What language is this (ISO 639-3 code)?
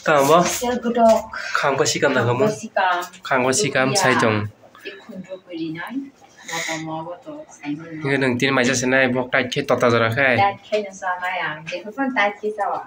trp